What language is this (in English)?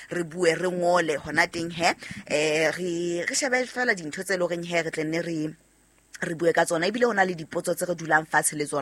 Southern Sotho